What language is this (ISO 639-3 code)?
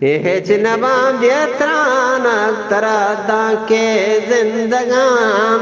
bgp